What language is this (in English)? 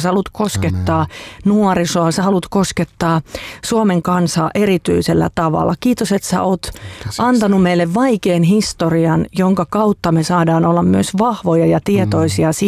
Finnish